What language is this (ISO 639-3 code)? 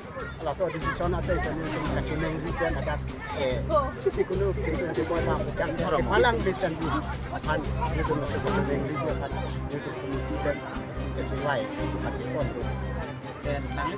mjw